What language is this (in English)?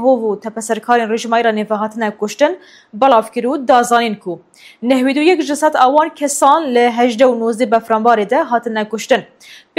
Kurdish